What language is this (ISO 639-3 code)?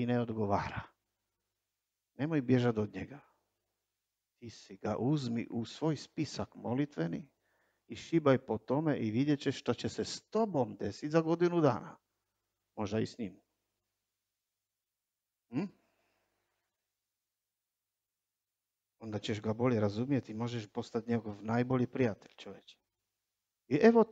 hrv